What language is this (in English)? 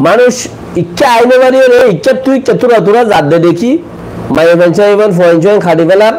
Rohingya